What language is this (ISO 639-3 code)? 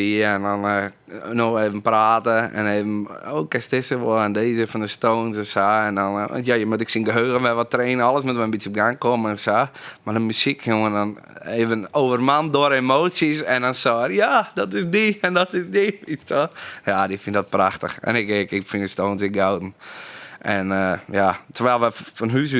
fry